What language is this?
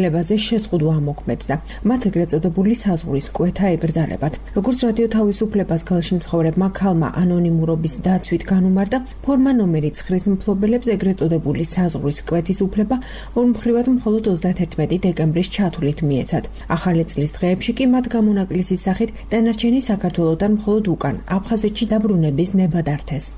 Georgian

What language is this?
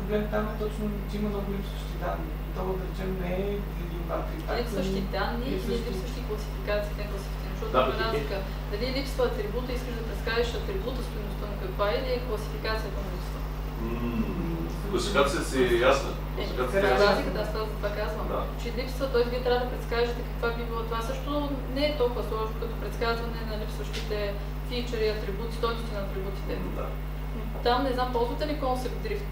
Bulgarian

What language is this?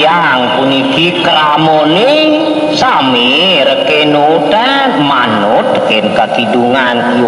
Balinese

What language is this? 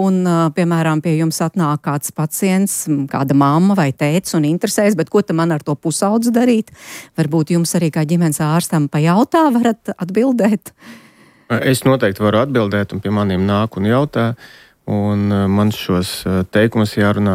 Latvian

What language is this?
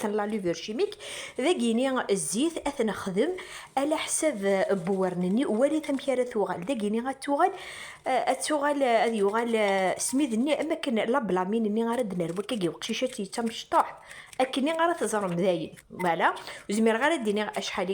Kabyle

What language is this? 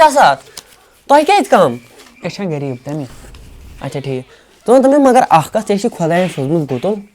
Kashmiri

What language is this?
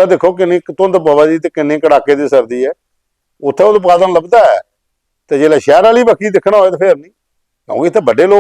Dogri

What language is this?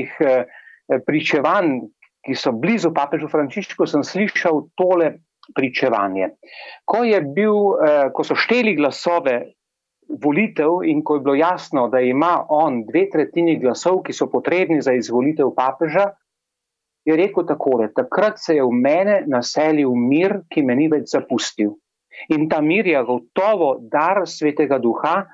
Slovenian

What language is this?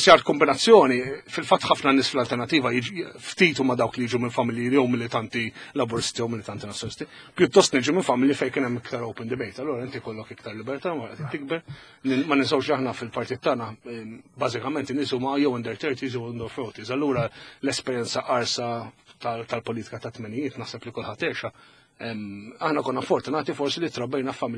Maltese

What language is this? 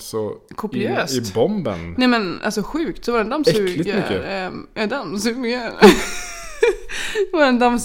Swedish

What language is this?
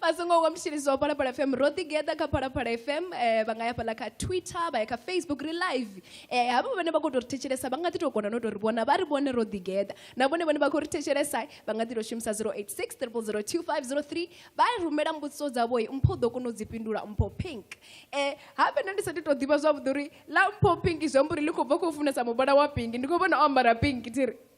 Venda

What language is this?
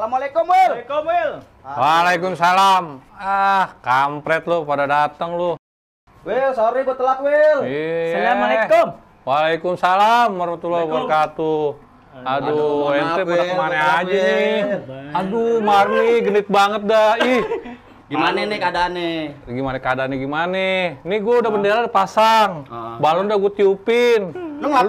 Betawi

